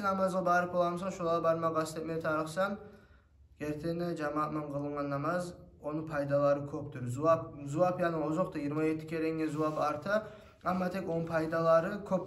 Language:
Kumyk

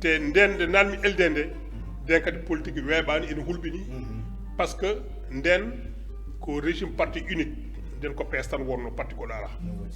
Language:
Fula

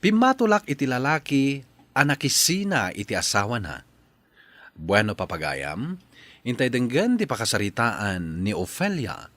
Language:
Iloko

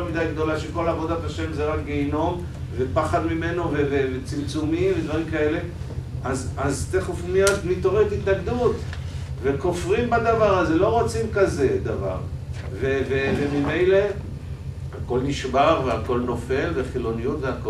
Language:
Hebrew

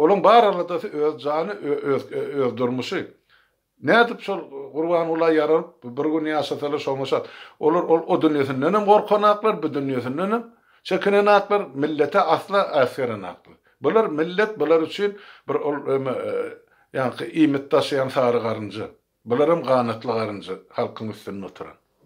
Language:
Turkmen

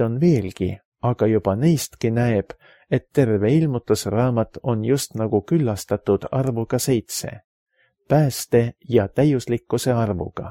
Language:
Estonian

